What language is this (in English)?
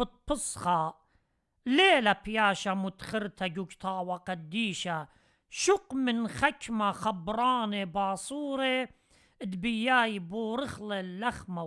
Assyrian Neo-Aramaic